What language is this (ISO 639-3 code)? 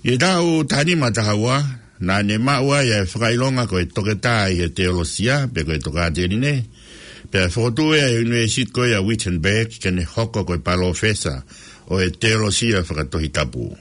ton